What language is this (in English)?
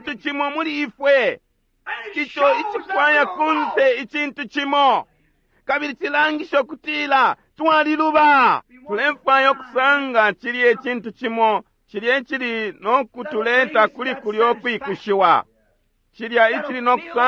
Bemba